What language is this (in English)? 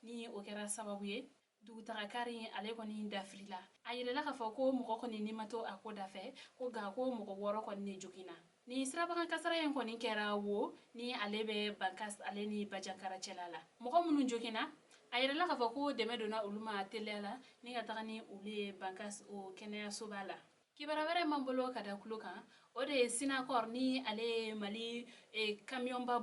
Bambara